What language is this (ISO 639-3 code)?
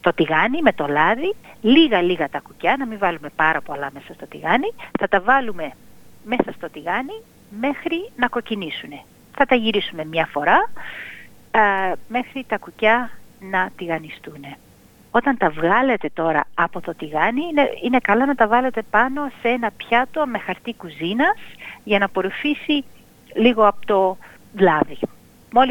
ell